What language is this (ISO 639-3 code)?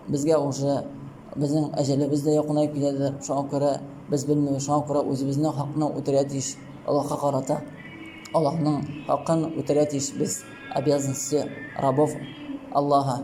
tat